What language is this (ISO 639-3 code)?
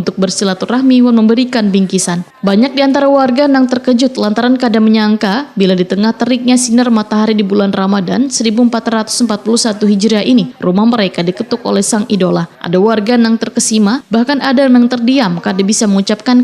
bjn